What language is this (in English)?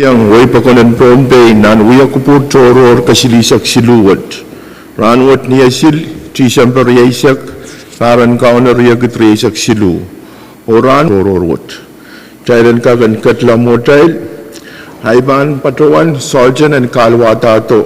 Pohnpeian